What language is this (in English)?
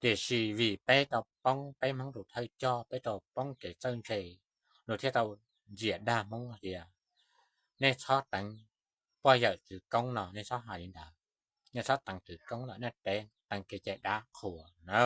Hmong